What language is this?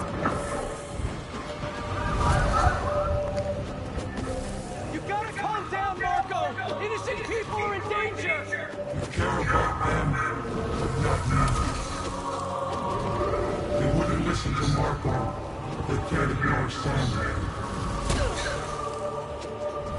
English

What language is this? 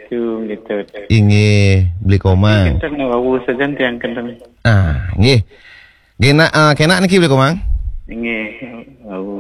Balinese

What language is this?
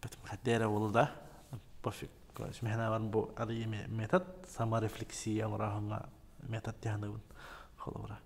Yakut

